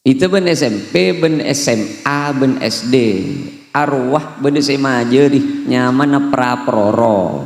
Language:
Madurese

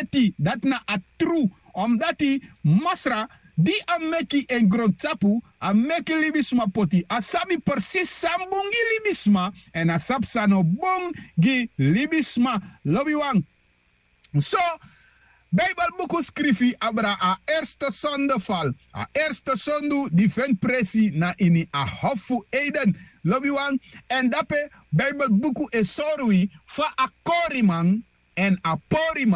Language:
Sranan Tongo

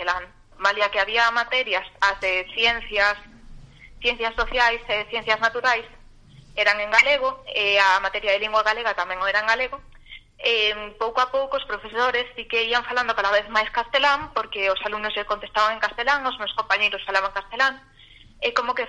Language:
Galician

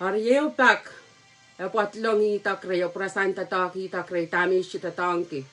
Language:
Pohnpeian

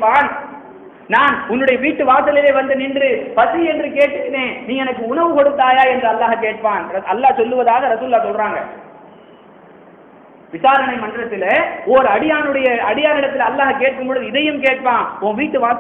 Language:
Tamil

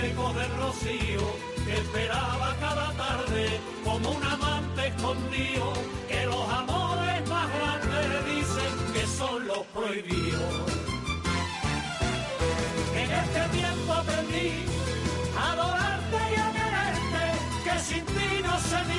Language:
Spanish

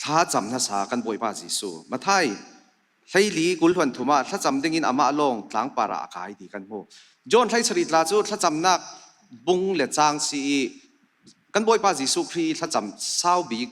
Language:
Falam Chin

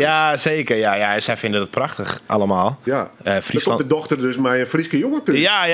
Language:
Western Frisian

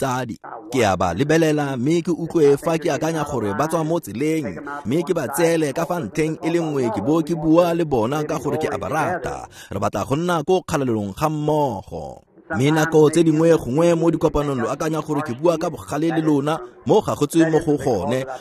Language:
Tswana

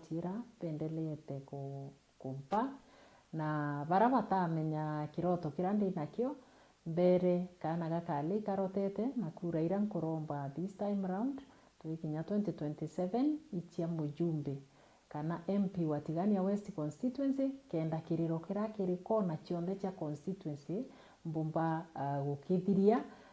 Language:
Meru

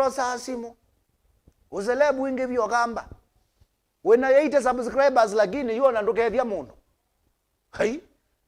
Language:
Kamba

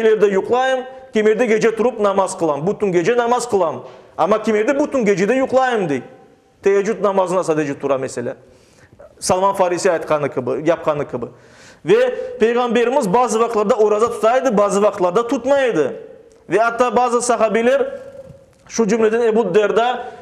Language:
Crimean Tatar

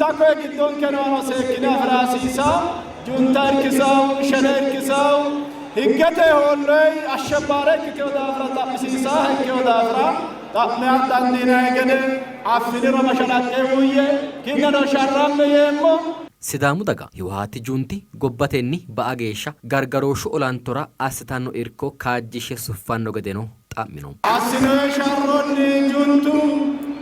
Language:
Sidamo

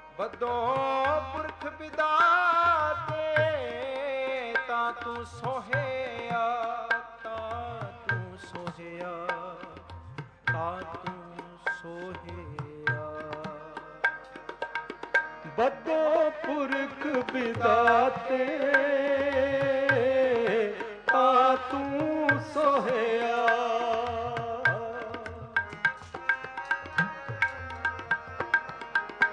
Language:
Punjabi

